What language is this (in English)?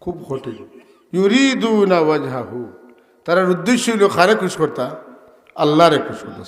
Sylheti